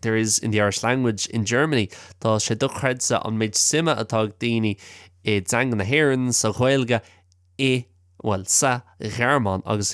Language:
Irish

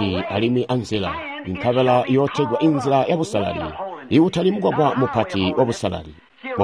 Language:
Tonga (Zambia)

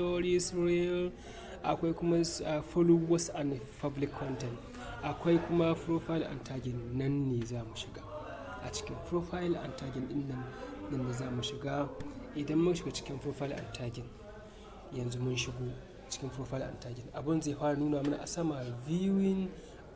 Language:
Hausa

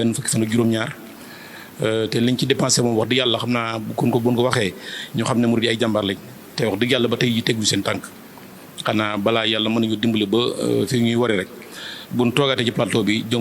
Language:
Wolof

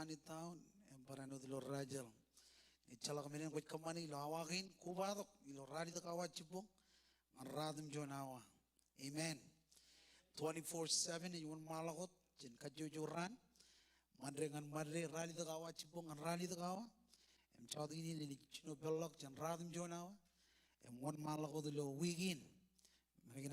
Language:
Marshallese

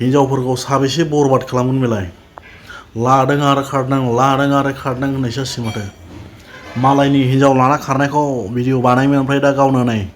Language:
Bodo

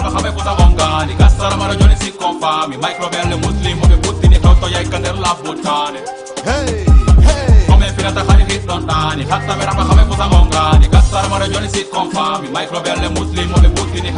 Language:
Fula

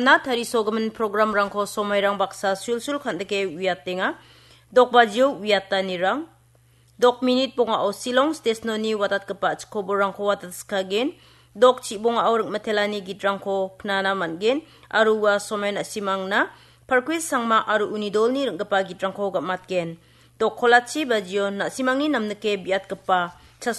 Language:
Garo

